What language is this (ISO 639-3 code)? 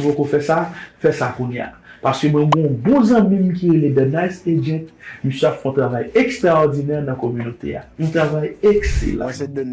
hat